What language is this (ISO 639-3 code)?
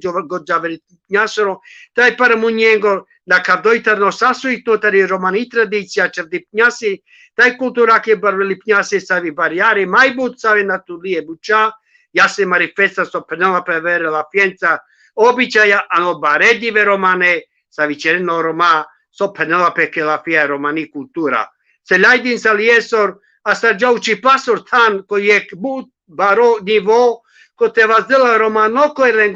rmn